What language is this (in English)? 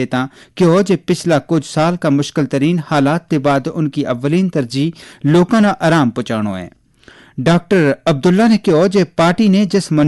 Gujari